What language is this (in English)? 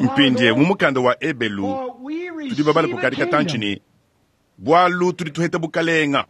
Luba-Lulua